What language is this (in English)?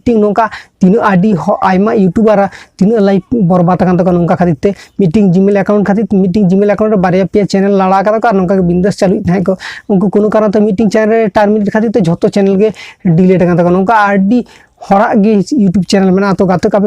Santali